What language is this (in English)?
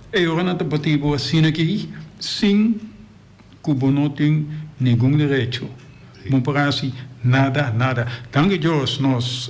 Papiamento